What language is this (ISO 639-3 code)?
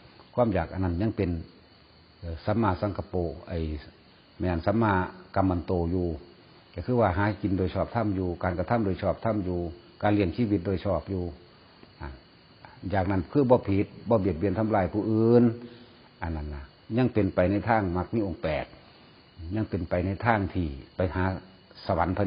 tts